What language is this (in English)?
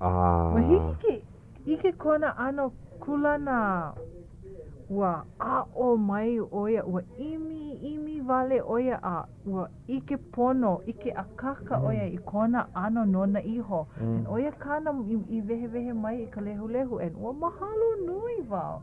Hawaiian